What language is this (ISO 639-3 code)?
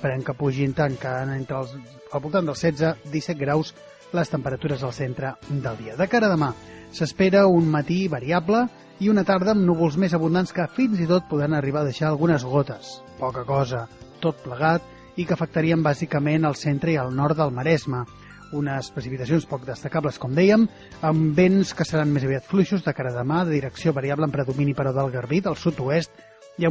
cat